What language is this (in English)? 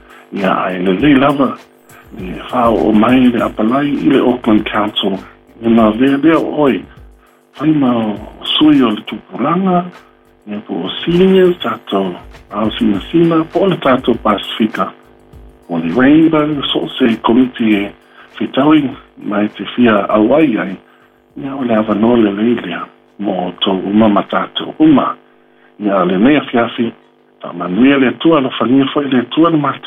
Samoan